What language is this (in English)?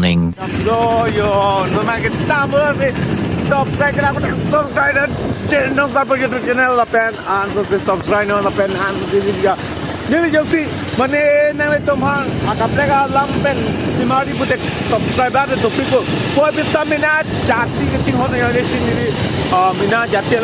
Karbi